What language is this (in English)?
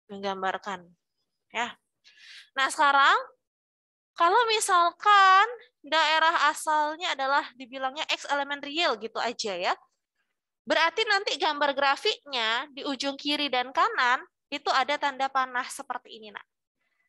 Indonesian